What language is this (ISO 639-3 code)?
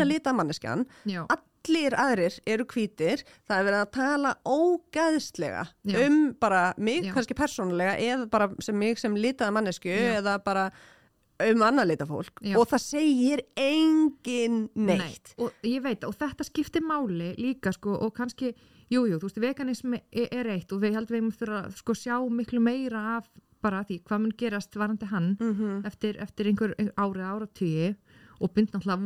isl